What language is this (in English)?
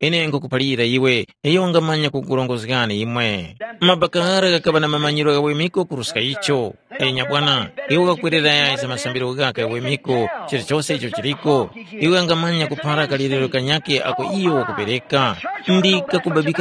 Tumbuka